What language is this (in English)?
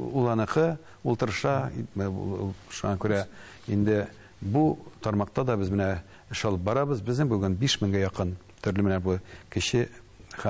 Tatar